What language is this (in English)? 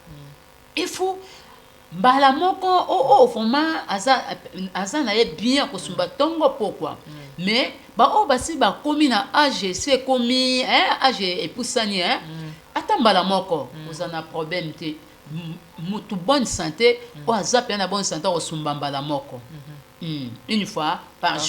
Lingala